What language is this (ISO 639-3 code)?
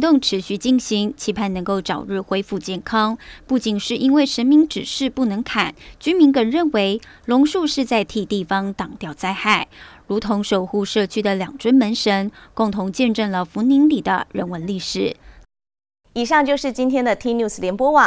zho